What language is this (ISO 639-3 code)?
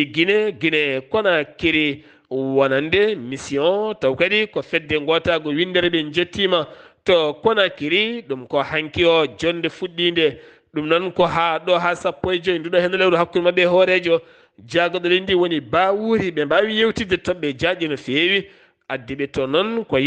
ful